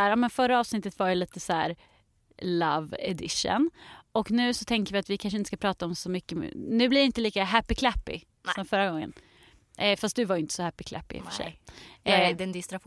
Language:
Swedish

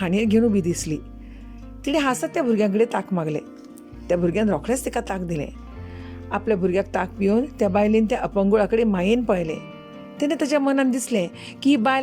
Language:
Konkani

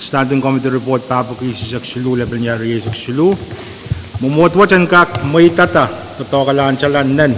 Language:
Pohnpeian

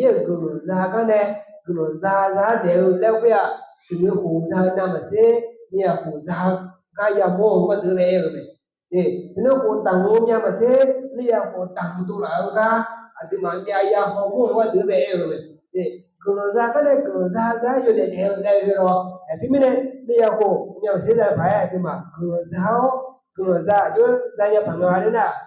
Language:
Akha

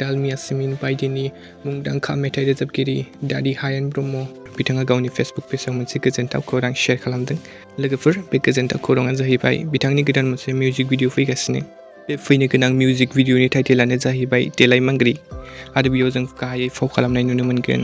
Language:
Bodo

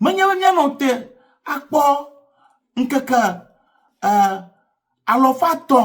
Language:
Ewe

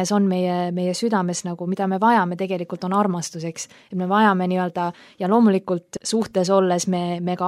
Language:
Estonian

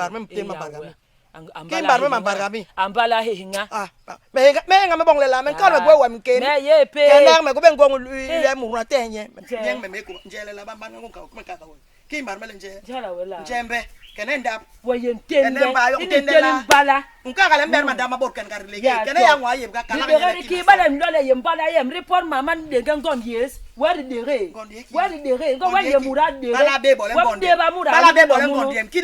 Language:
Basaa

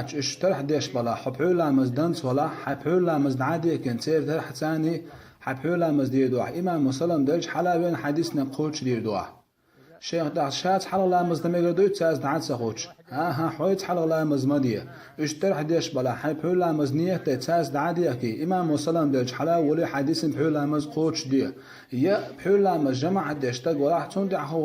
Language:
Chechen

